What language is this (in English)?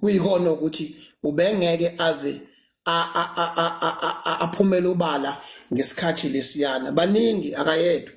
Zulu